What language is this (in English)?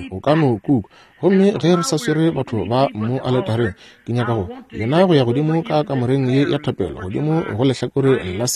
Northern Sotho